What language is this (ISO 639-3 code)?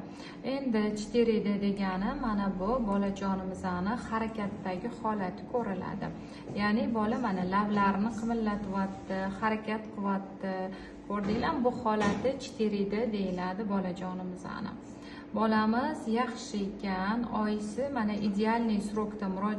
uzb